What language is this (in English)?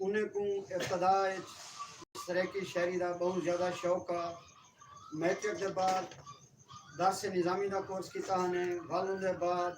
Saraiki